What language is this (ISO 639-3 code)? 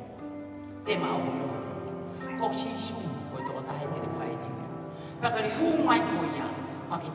ton